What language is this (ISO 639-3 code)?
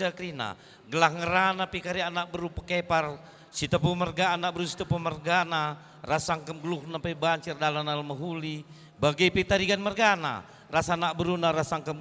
btx